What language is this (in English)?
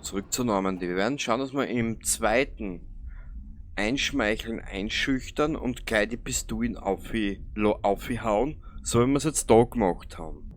Bavarian